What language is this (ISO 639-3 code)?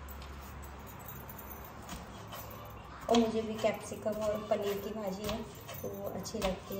hin